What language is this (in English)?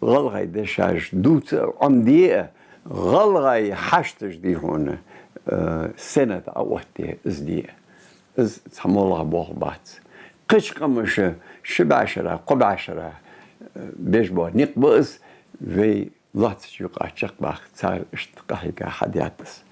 Ingush